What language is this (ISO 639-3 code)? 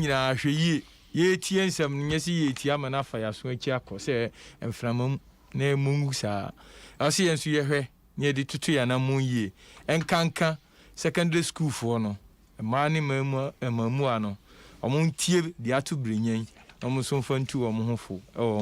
aka